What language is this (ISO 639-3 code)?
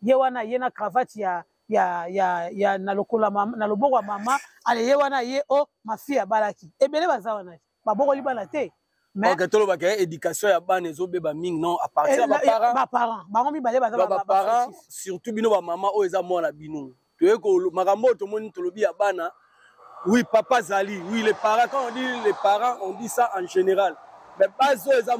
lin